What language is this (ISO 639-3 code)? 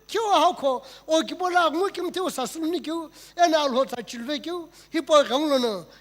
nsm